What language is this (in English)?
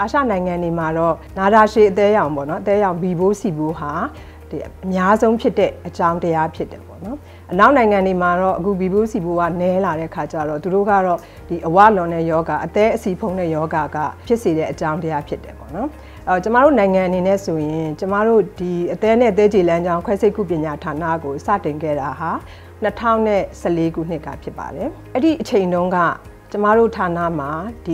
Burmese